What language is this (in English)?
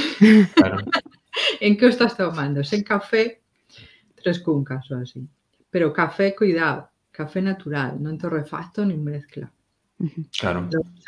Galician